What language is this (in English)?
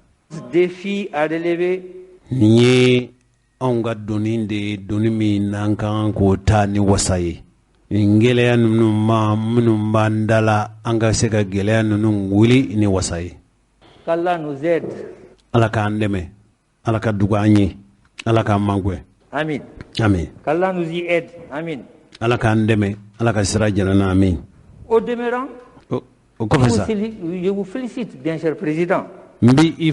Bambara